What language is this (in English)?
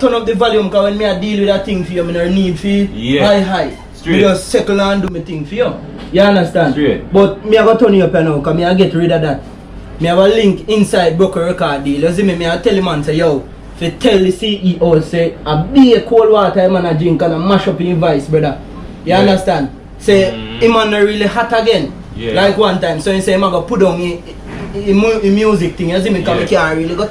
Jamaican Creole English